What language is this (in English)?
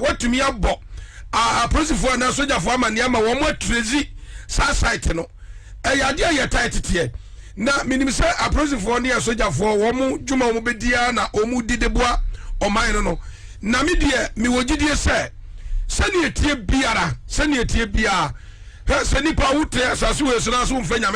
Akan